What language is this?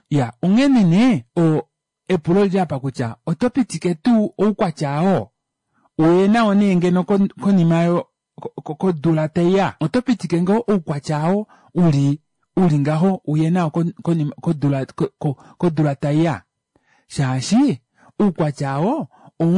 Kuanyama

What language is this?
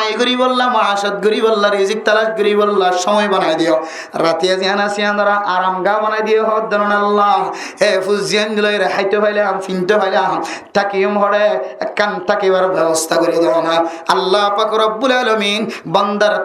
Rohingya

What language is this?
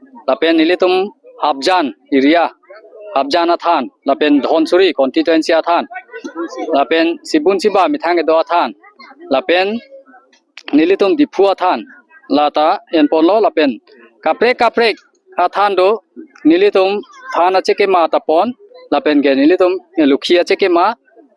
Karbi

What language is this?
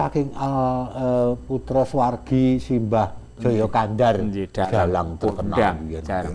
Javanese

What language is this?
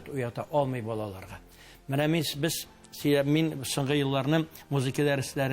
Tatar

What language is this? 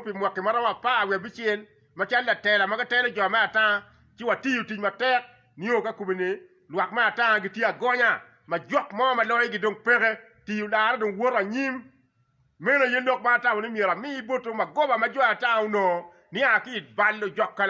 Acoli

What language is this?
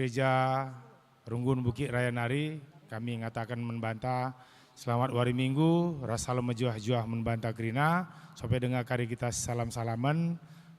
Batak Karo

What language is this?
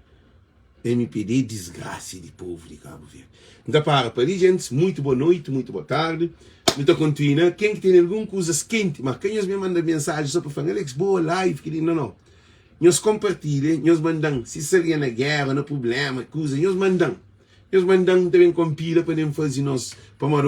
Kabuverdianu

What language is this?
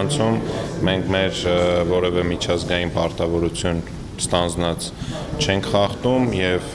Armenian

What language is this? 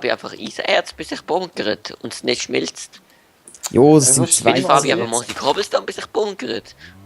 Swiss German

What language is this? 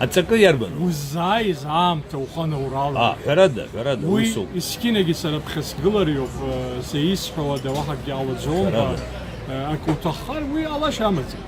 Abkhazian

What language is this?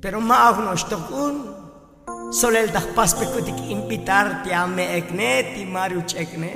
Tzotzil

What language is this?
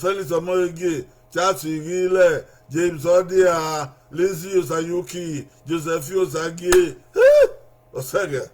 Bini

